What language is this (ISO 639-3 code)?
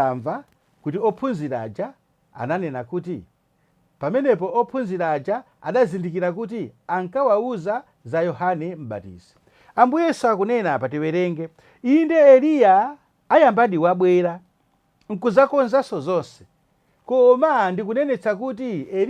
nya